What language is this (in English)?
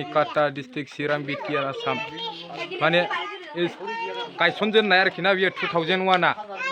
Bodo